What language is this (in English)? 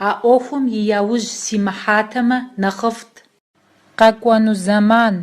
Kabardian